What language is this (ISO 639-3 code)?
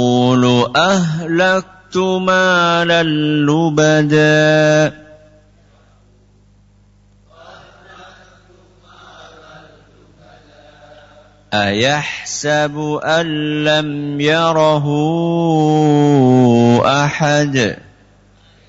ind